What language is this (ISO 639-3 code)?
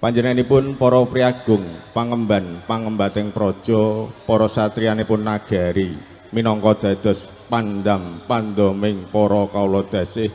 jav